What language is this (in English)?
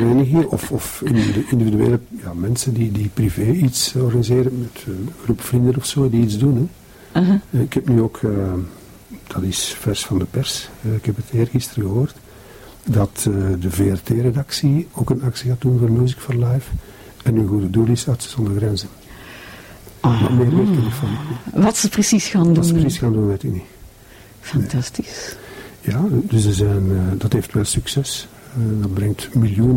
Dutch